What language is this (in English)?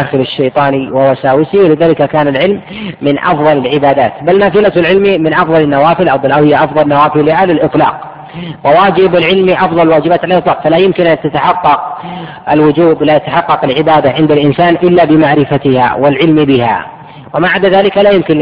Arabic